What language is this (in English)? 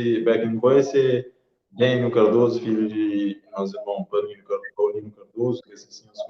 Kabuverdianu